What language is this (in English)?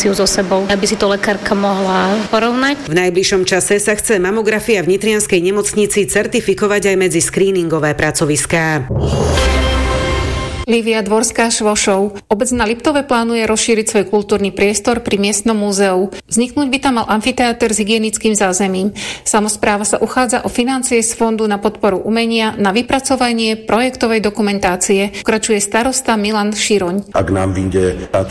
Slovak